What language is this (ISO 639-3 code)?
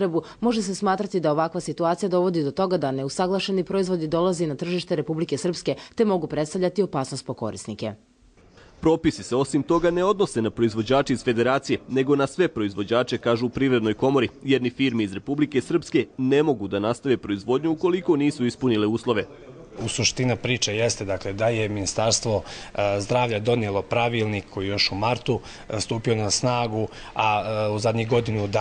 hrv